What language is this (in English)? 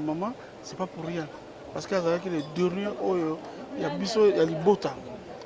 Lingala